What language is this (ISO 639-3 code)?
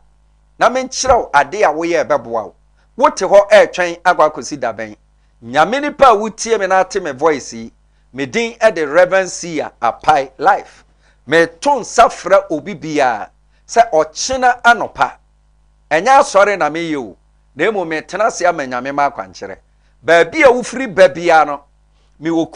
aka